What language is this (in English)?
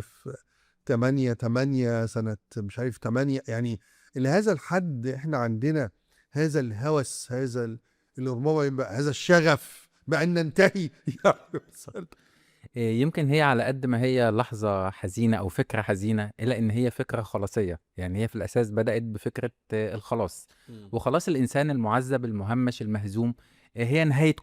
Egyptian Arabic